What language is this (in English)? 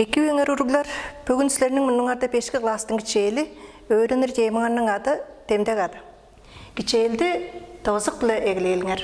Tuvinian